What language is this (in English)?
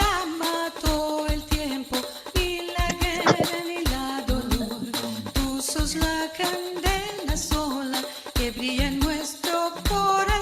Ladino